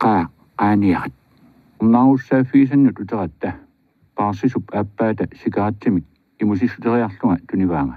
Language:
Kalaallisut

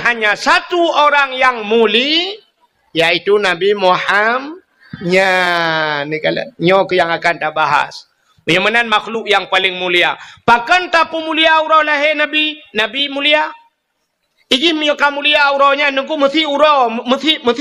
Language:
Achinese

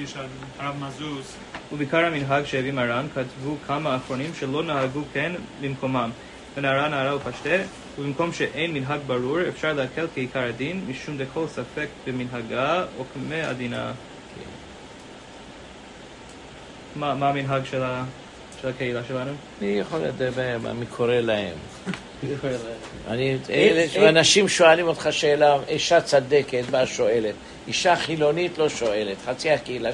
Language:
Hebrew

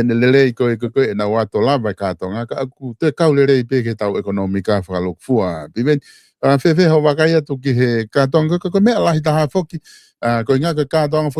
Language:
Tongan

